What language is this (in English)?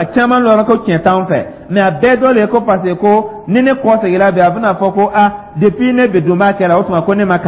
Dyula